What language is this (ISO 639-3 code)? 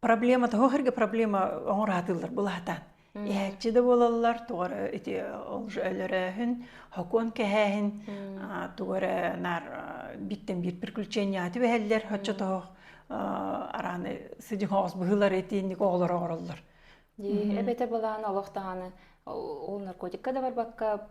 sah